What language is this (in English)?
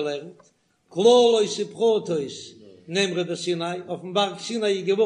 Yiddish